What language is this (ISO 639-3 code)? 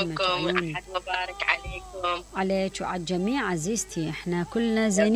acm